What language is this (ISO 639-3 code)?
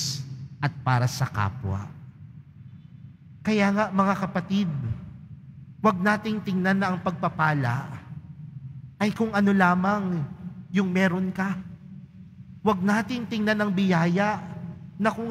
fil